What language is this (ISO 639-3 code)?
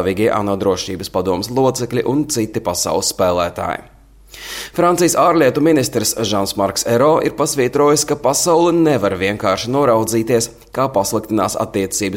lav